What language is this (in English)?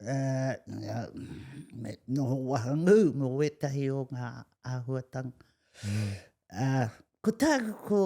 Māori